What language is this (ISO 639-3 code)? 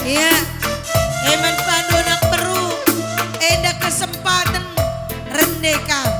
btx